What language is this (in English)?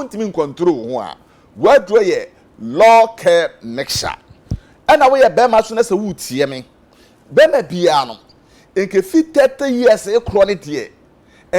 Akan